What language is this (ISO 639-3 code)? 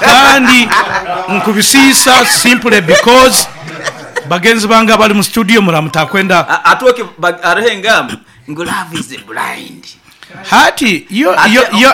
nyn